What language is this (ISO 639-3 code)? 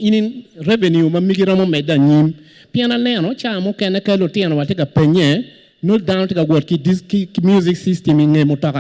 ach